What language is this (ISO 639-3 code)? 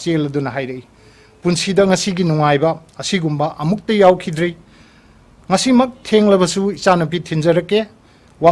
mni